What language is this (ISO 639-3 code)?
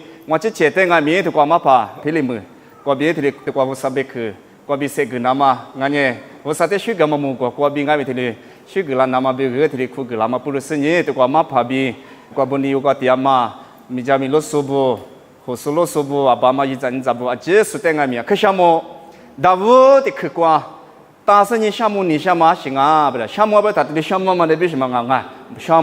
lis